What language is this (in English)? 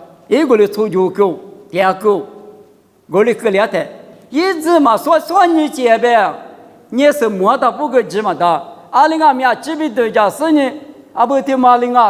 Lisu